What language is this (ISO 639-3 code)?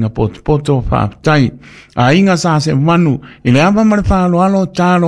smo